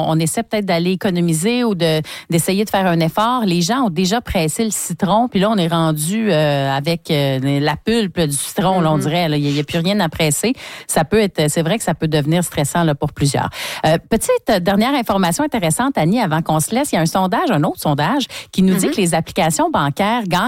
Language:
French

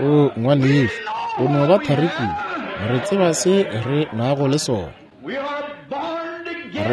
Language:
Northern Sotho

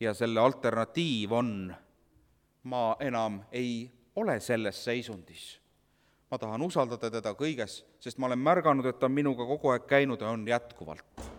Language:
Estonian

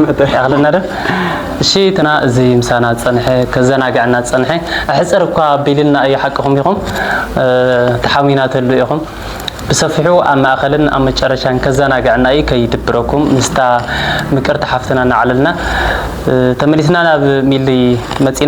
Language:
Tigrinya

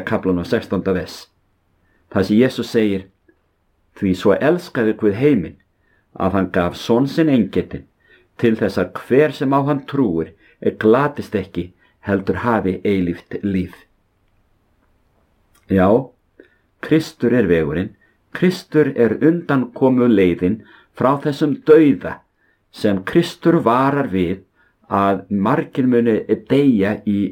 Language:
Icelandic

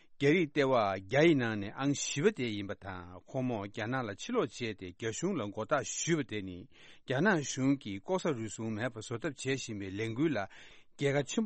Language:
Tibetan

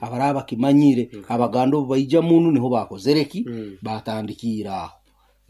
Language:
Nyoro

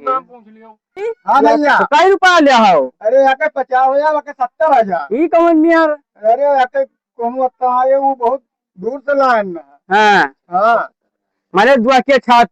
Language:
Awadhi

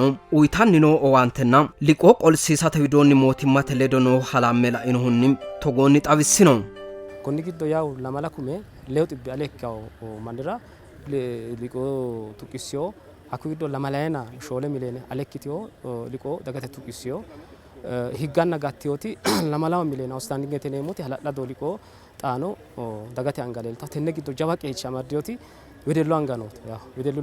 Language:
Sidamo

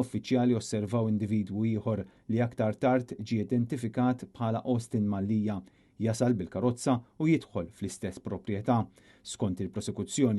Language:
Maltese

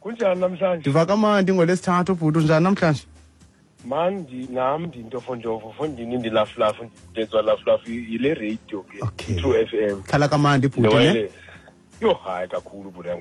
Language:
Xhosa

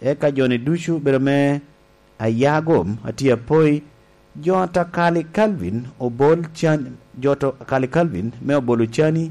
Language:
Lango (Uganda)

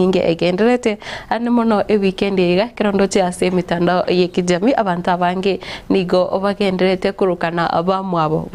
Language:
Gusii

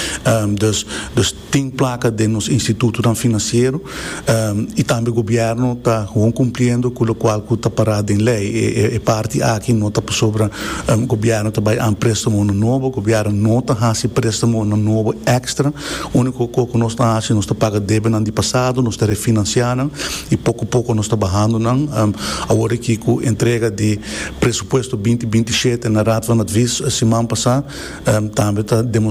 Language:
Papiamento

